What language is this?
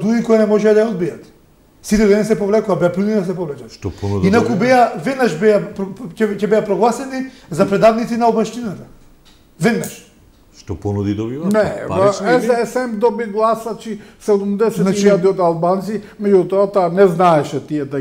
Macedonian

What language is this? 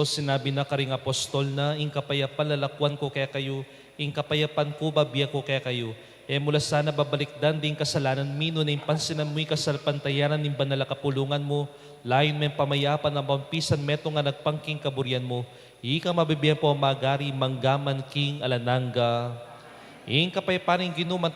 Pampanga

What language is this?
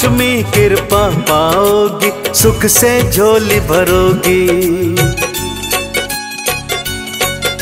Hindi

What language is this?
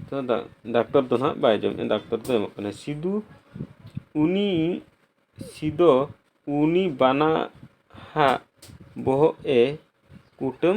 Santali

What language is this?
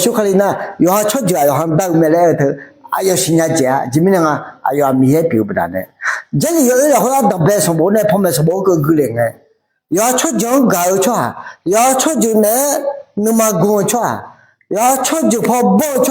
Akha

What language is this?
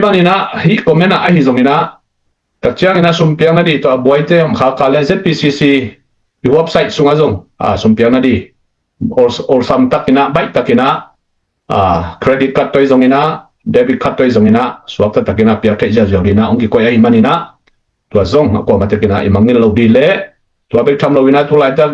Tedim Chin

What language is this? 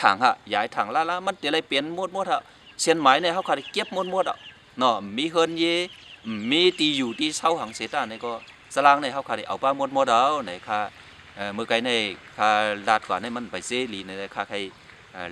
Shan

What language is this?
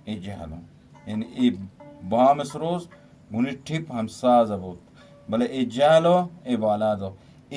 Eastern Balochi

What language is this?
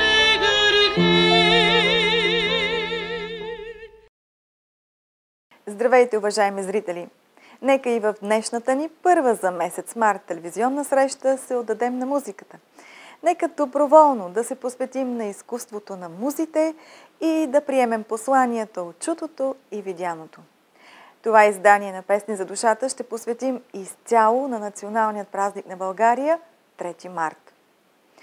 Bulgarian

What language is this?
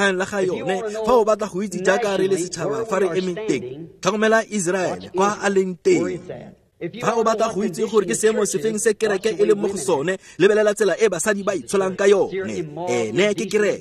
Tswana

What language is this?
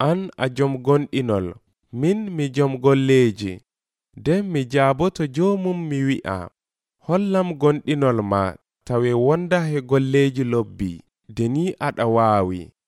Nigerian Fulfulde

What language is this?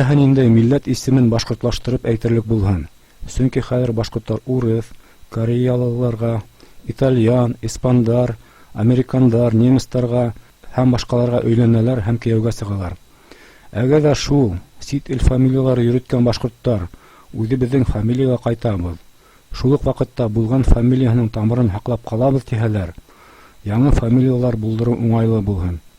Bashkir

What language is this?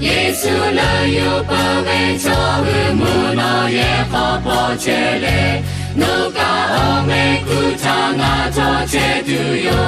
Lahu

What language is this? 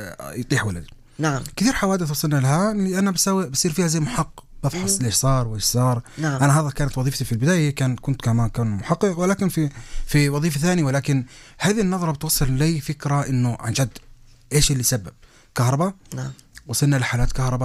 North Levantine Arabic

